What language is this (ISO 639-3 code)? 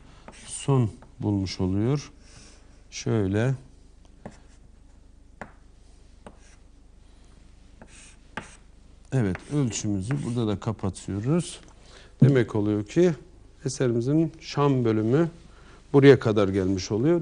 tur